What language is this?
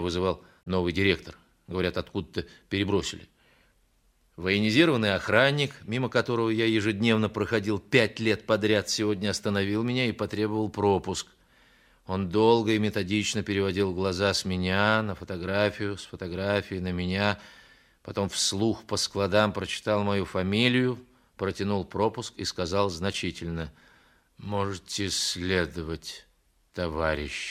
Russian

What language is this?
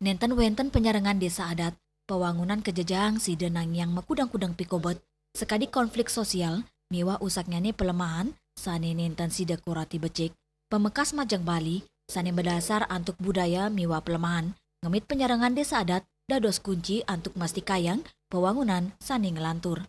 Balinese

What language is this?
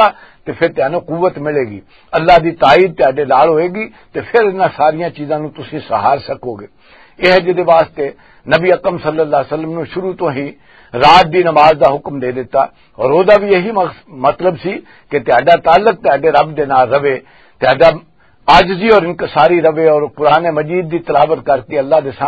Western Panjabi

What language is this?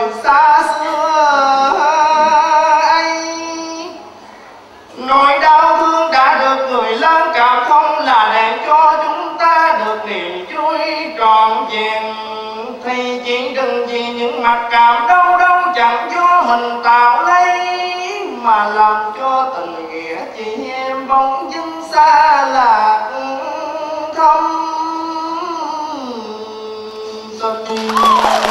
Vietnamese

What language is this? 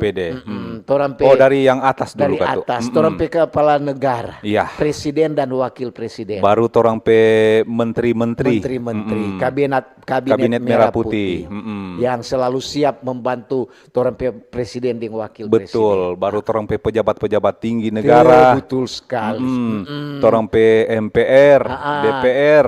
Manado Malay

